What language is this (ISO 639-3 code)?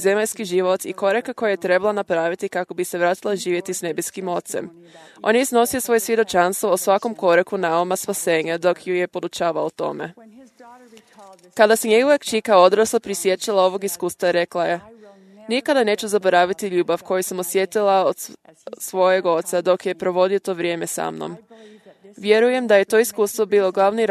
hrv